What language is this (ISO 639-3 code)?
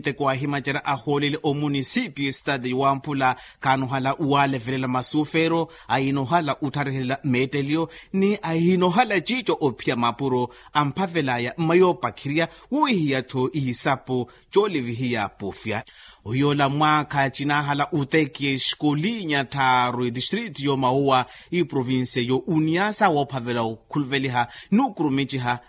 vmw